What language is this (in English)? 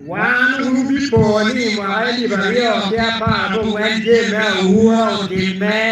Acoli